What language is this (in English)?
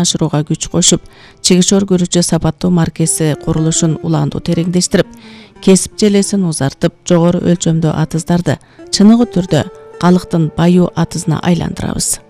Kyrgyz